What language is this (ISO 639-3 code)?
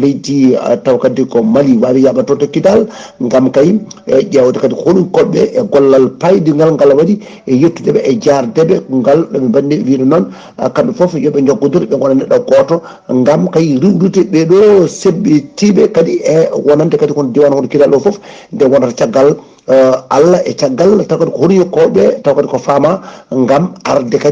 ful